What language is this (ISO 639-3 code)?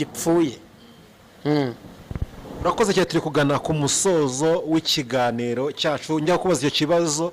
kin